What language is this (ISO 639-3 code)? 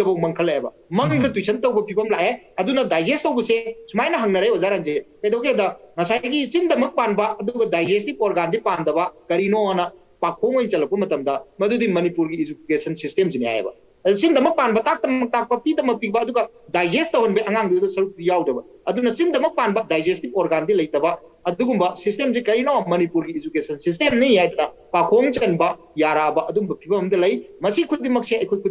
mni